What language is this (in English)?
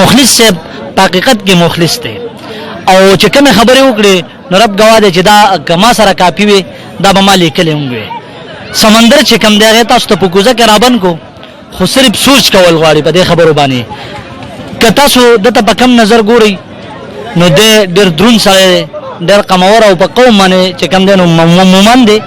Pashto